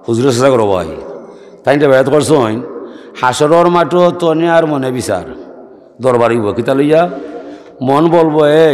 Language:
Sylheti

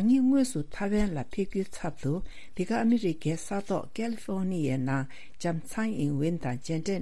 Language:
Tibetan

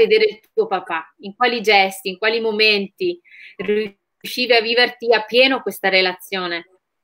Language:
Italian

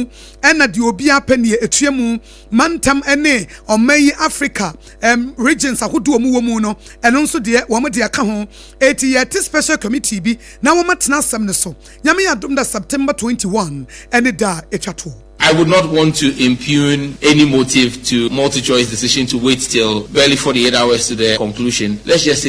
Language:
Akan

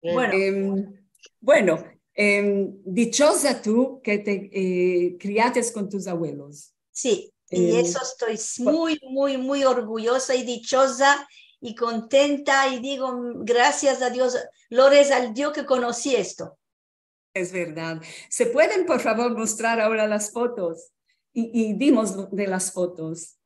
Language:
Ladino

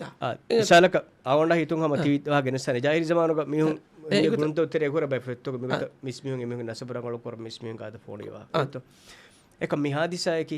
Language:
Divehi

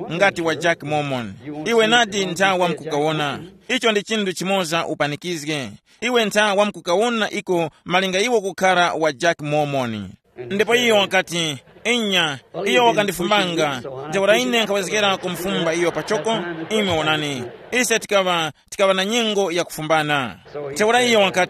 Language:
Tumbuka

